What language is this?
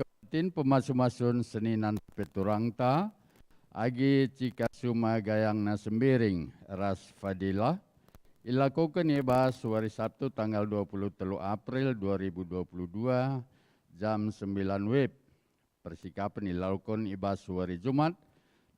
Batak Karo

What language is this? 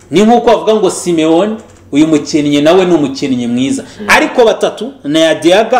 Kinyarwanda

